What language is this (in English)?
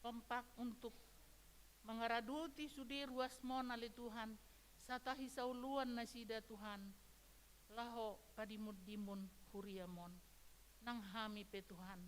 Batak Toba